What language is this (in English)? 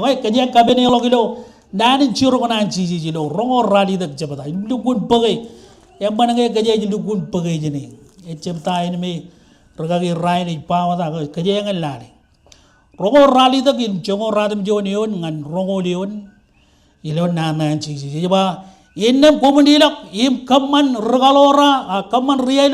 Marshallese